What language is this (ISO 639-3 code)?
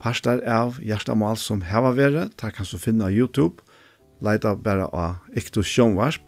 fao